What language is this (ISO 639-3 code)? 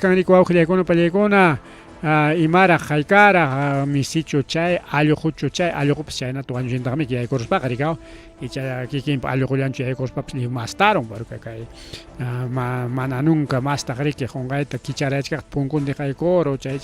quy